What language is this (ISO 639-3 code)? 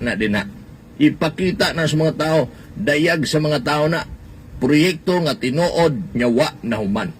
ceb